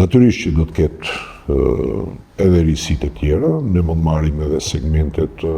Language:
Albanian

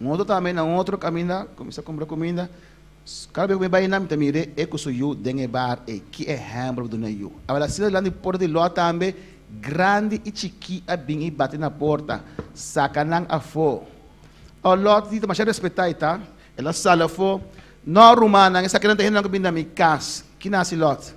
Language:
Papiamento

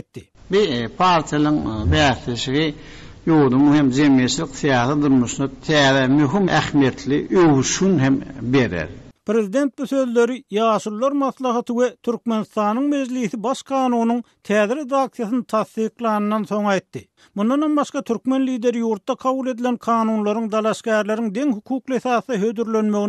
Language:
Turkmen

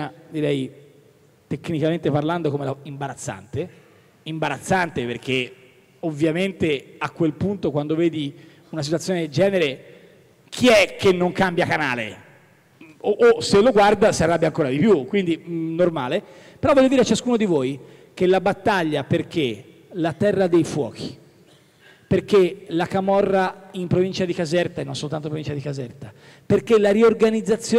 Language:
Italian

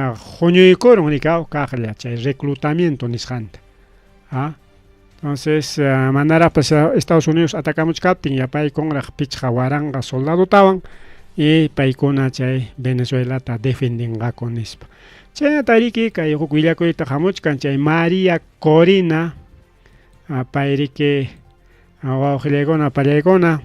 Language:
Ayacucho Quechua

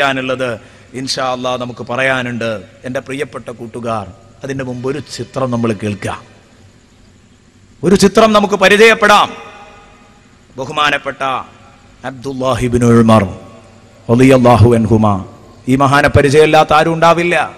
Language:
Malayalam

